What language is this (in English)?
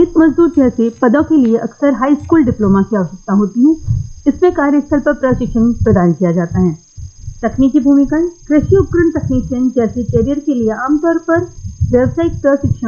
Hindi